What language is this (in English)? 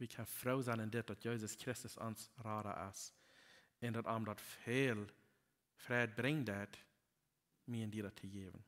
Plautdietsch